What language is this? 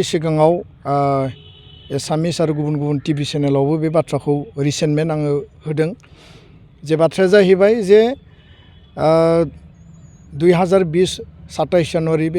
Bodo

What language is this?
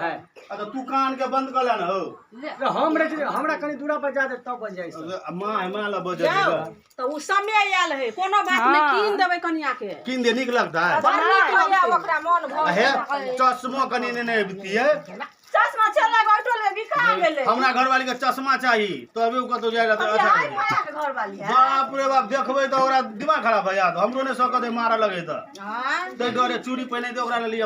Maithili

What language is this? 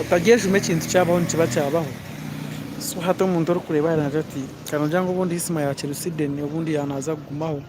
Nyankole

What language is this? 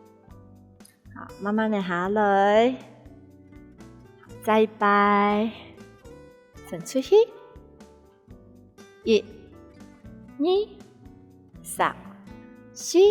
Hakka Chinese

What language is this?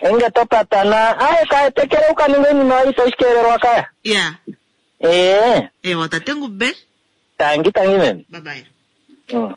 Kuanyama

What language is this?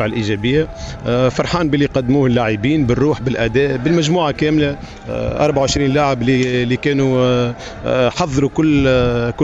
Tunisian Arabic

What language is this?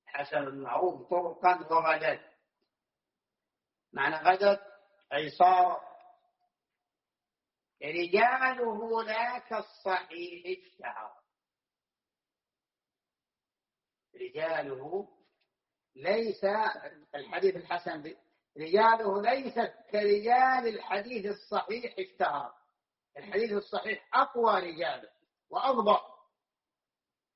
Arabic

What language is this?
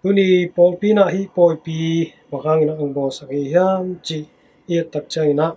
Tedim Chin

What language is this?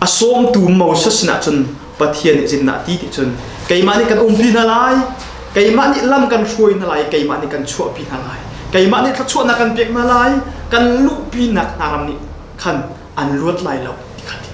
Hakha Chin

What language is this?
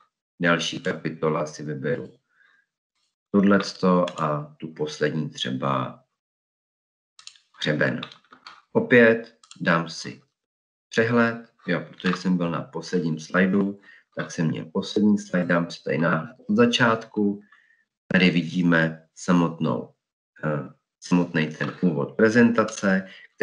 Czech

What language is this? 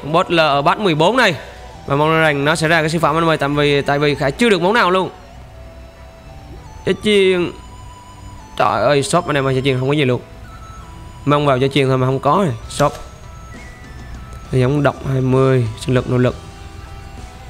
Vietnamese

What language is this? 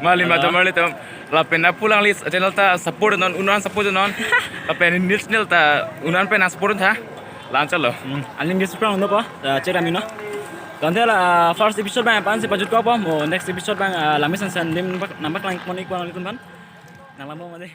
Karbi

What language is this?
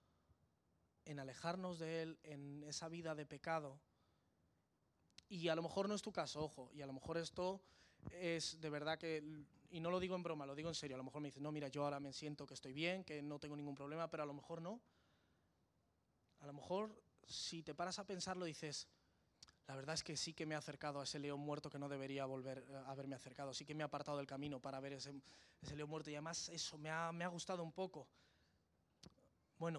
Spanish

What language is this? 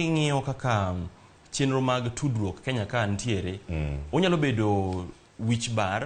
Luo (Kenya and Tanzania)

